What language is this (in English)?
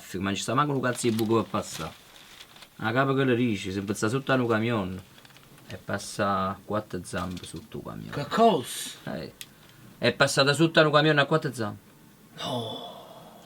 Neapolitan